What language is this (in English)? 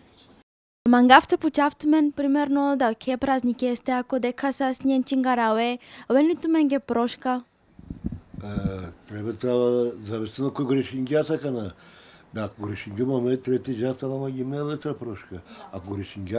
Bulgarian